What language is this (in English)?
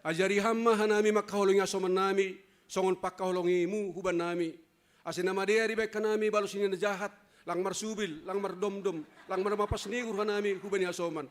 Batak Simalungun